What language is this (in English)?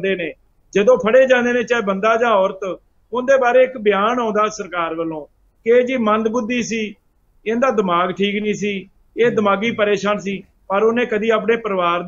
Punjabi